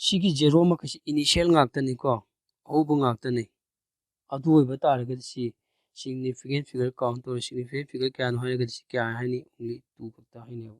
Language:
Manipuri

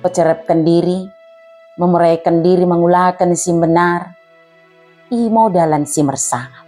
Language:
Batak Dairi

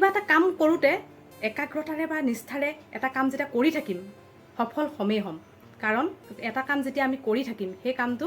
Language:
Assamese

